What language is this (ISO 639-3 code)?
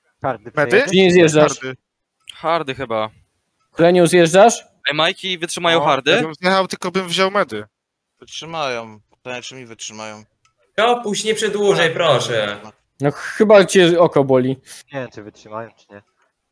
pol